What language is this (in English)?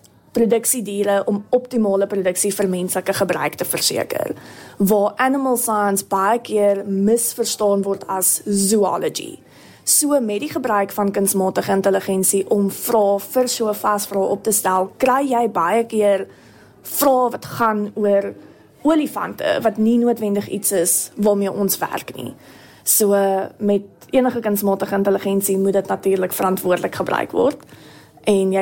Afrikaans